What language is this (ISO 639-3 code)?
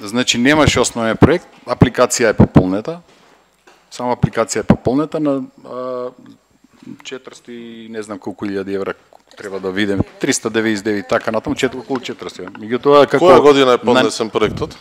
mkd